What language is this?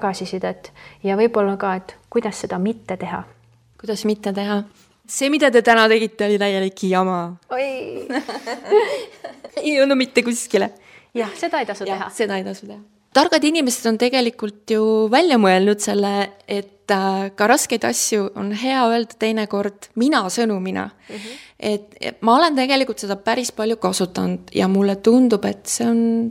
Estonian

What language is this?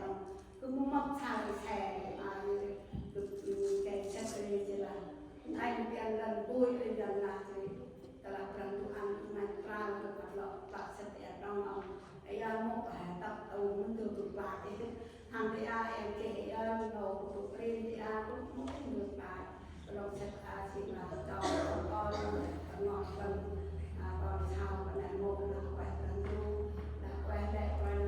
Central Mnong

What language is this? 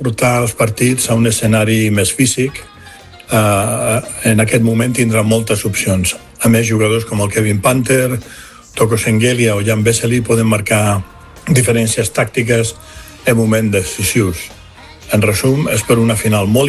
Catalan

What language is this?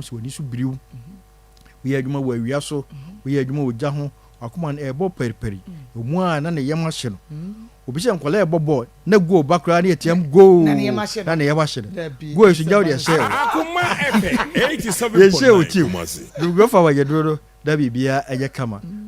Akan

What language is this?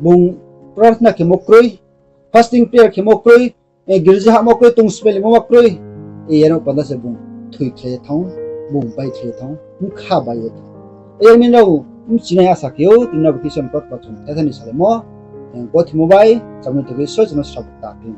Riang (India)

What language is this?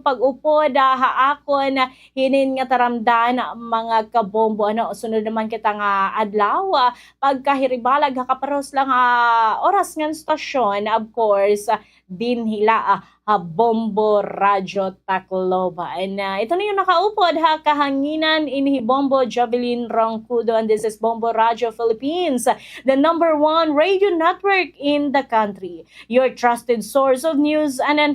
Waray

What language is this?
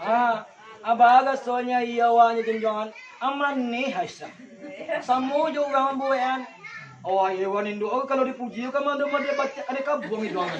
Minangkabau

